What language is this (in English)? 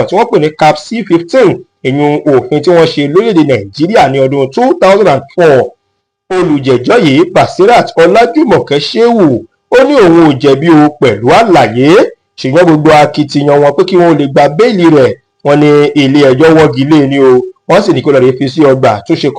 Yoruba